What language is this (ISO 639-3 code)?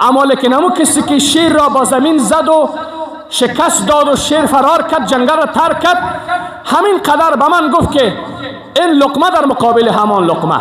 fas